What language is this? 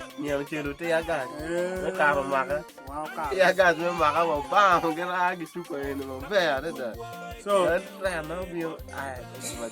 Acoli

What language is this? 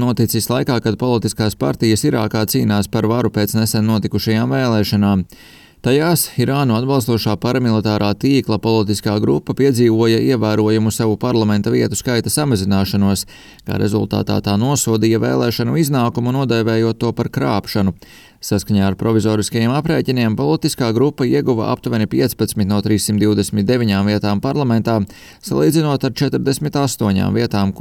Latvian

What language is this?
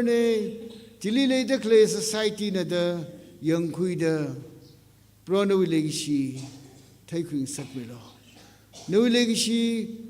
Tangkhul Naga (India)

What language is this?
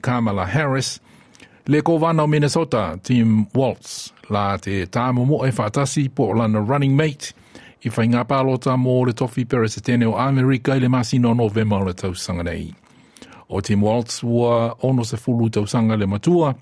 Samoan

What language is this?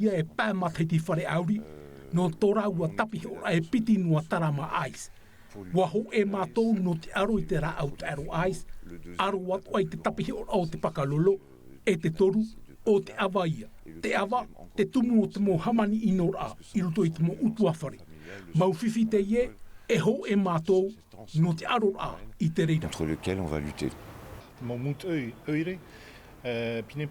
Tahitian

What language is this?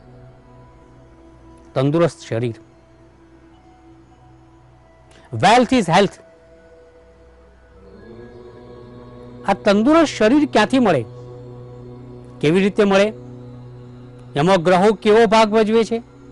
Gujarati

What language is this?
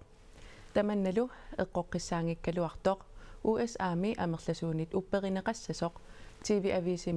Kalaallisut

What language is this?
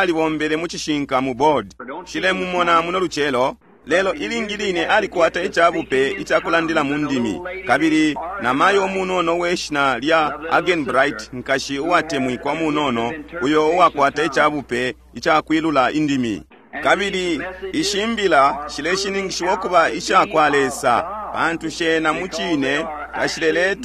Bemba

